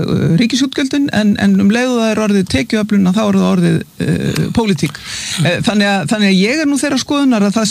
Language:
Icelandic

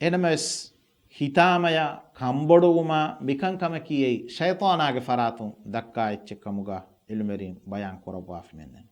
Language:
Divehi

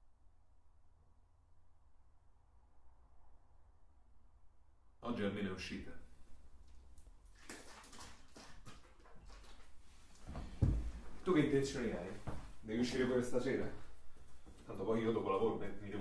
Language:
Italian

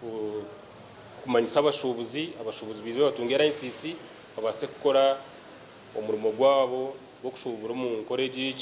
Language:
Nyankole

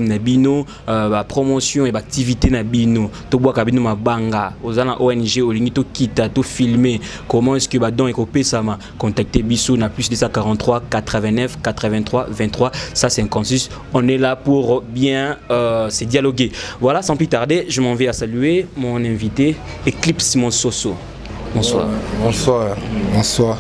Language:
Lingala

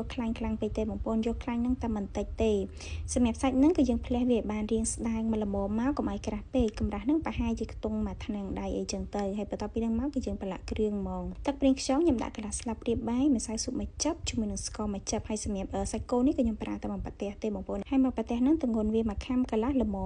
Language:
Khmer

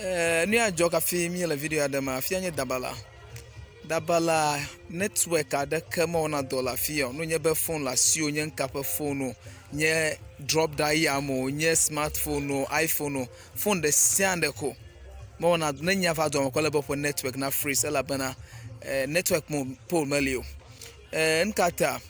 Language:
Ewe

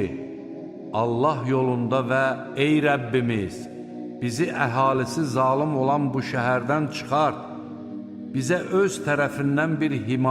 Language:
Azerbaijani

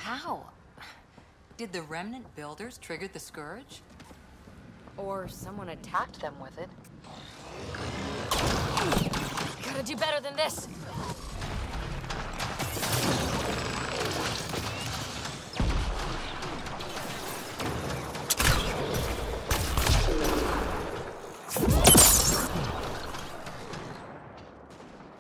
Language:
English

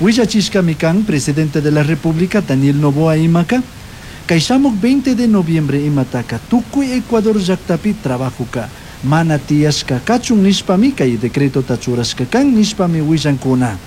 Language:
Chimborazo Highland Quichua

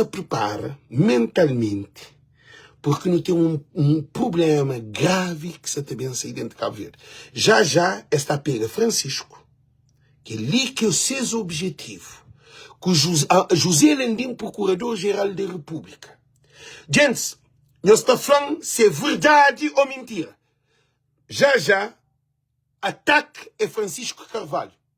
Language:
Kabuverdianu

